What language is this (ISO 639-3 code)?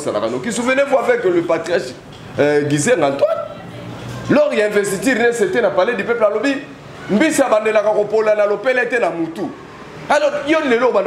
lin